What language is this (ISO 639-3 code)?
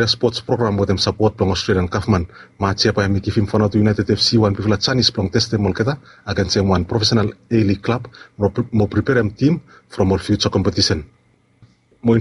bis